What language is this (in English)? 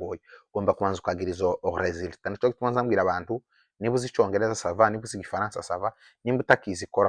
Kinyarwanda